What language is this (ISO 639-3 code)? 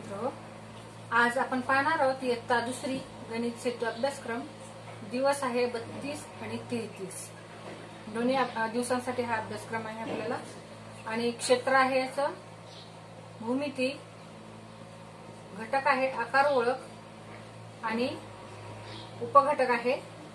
mar